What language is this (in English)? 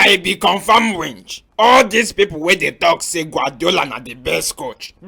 Nigerian Pidgin